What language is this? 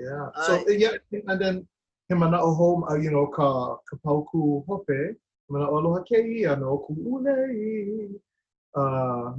Hawaiian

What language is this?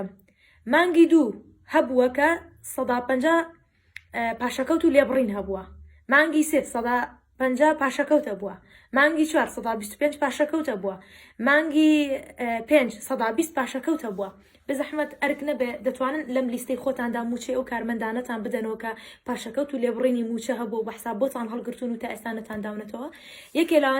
Central Kurdish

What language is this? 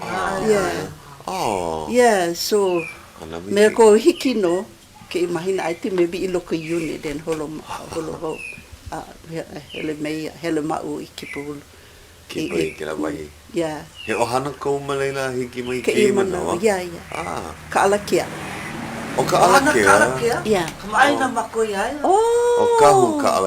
Hawaiian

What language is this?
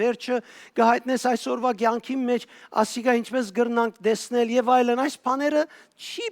Western Armenian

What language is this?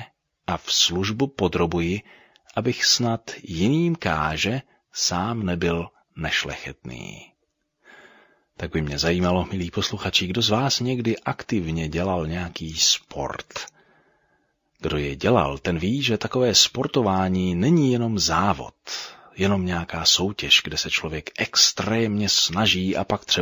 Czech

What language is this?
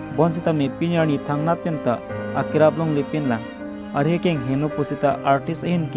Karbi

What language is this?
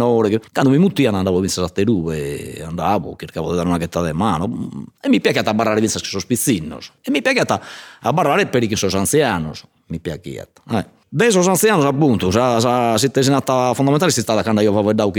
Sardinian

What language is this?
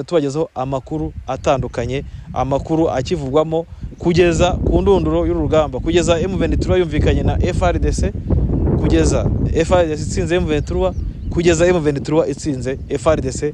Kinyarwanda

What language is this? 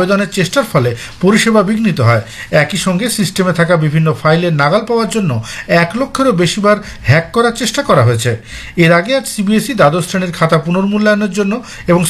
Bangla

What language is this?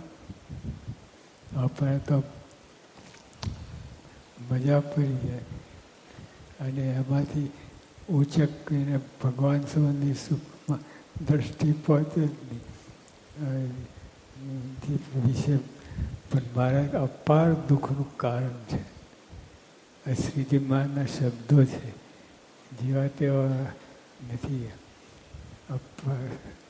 Gujarati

